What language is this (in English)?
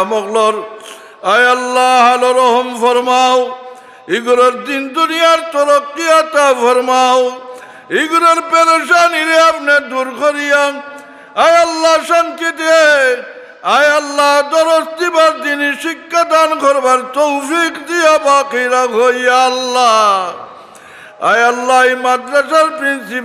Sylheti